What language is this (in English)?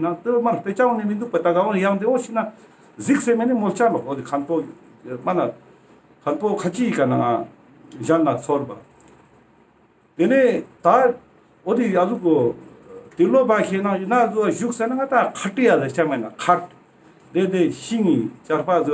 Ladakhi